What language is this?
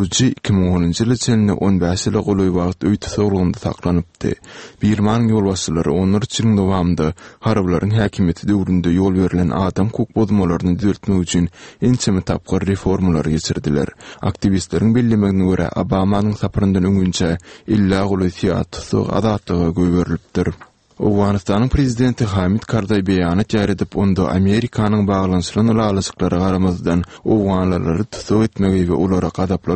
Turkmen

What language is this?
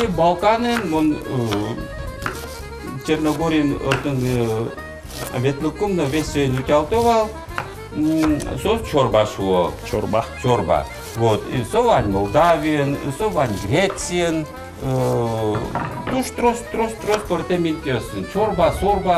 Udmurt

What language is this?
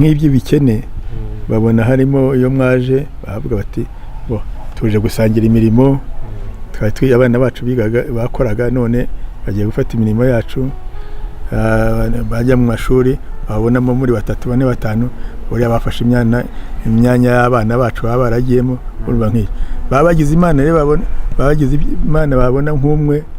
Kinyarwanda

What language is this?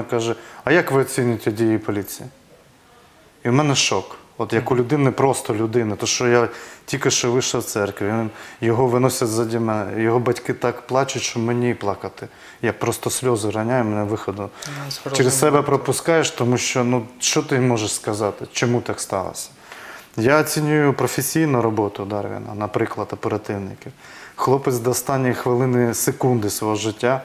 Ukrainian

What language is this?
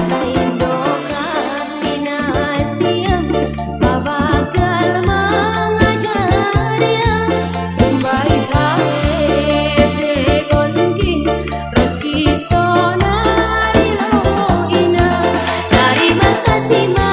Batak Simalungun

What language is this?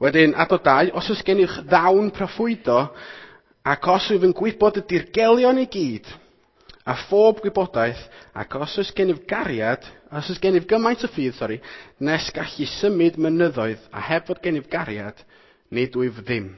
Welsh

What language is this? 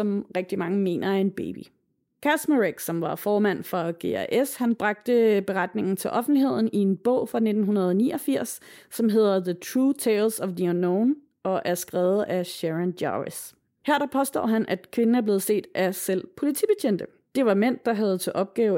Danish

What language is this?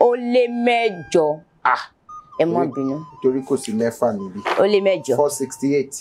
Yoruba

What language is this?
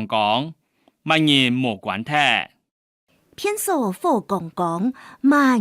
Hakka Chinese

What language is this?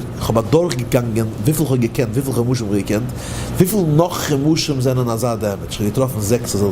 Yiddish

